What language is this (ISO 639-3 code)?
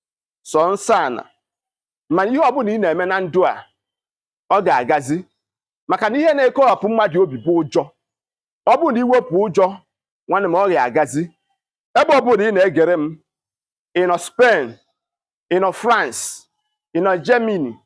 ibo